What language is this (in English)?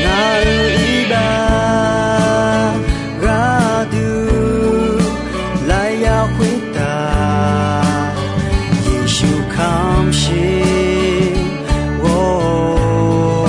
Akha